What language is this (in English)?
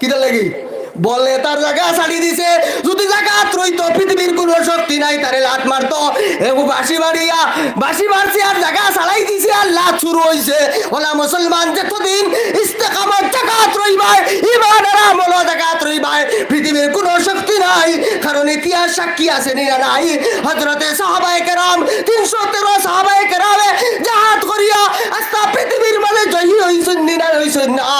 Sylheti